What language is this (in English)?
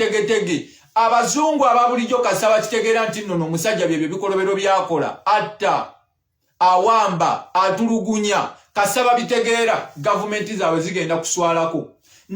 Ganda